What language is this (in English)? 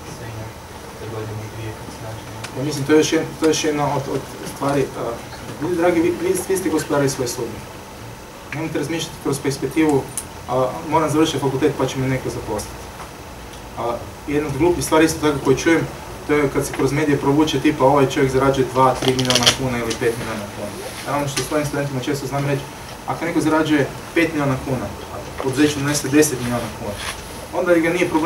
Croatian